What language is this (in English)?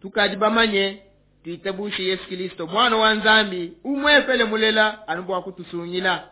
Luba-Lulua